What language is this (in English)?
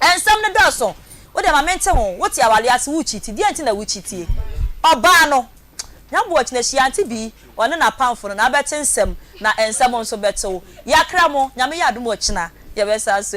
Akan